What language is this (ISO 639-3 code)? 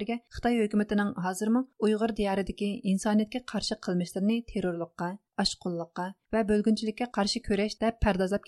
uig